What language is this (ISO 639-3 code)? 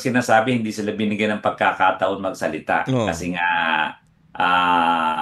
fil